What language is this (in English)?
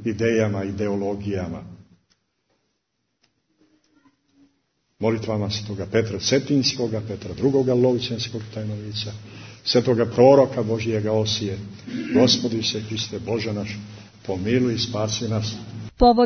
Serbian